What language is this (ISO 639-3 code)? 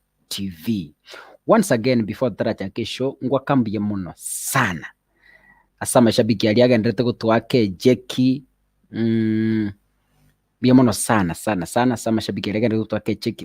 guz